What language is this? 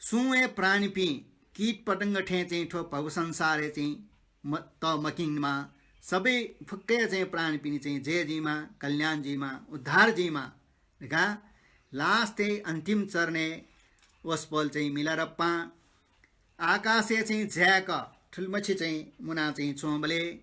Newari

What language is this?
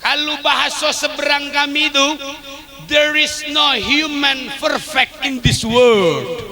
Musi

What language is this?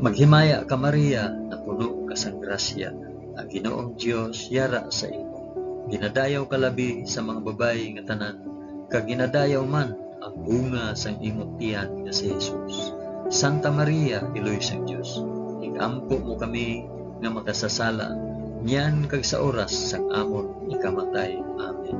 Hiligaynon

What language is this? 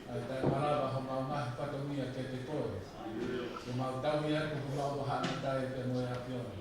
Tongan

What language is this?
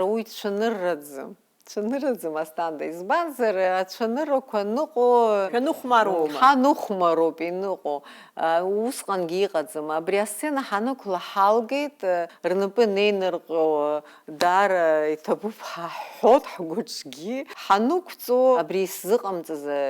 Abkhazian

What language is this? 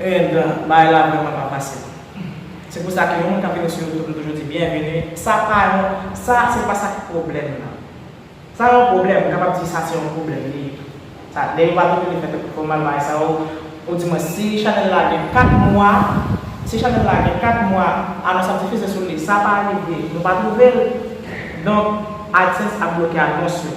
Haitian Creole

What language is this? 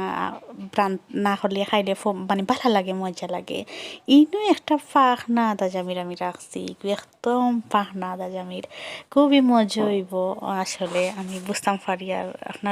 Sylheti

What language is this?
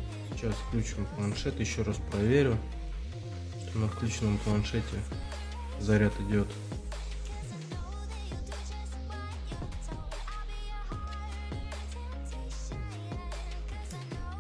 Russian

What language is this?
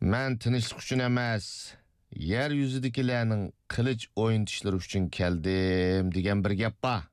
Uyghur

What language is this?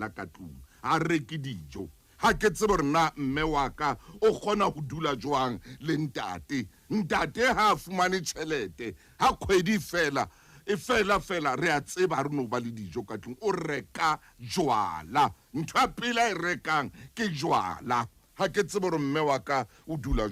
Southern Sotho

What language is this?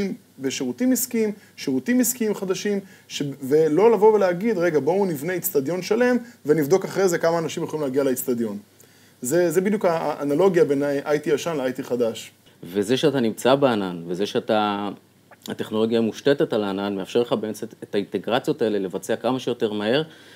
Hebrew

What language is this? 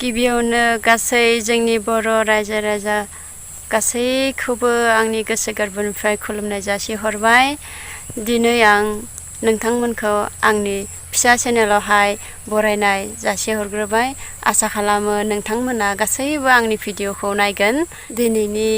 Bodo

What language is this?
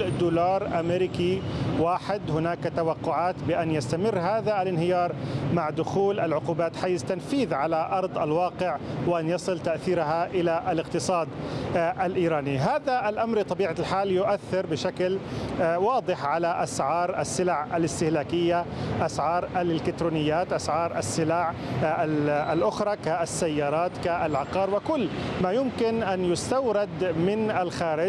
Arabic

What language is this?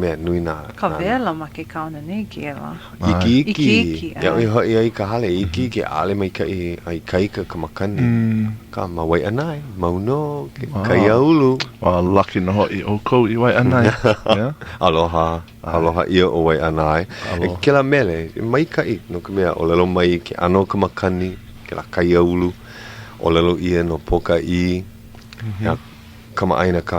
Hawaiian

